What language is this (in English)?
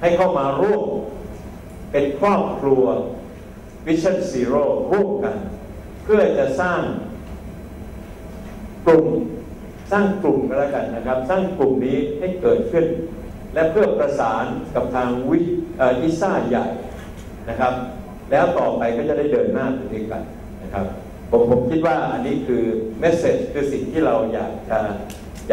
Thai